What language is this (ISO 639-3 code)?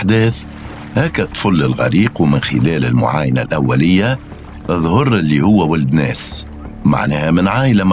aeb